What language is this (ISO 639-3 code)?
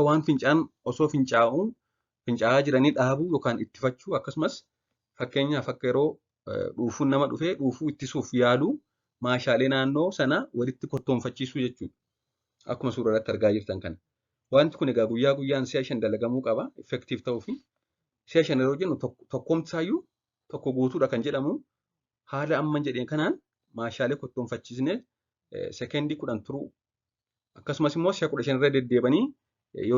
orm